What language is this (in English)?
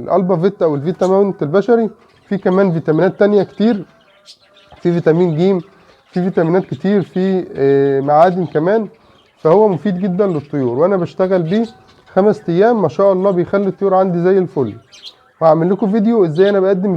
Egyptian Arabic